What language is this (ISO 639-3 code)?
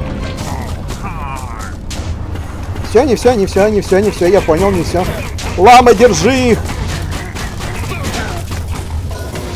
rus